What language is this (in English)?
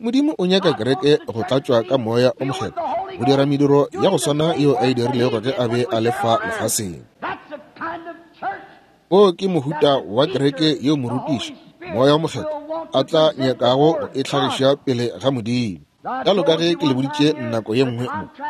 Northern Sotho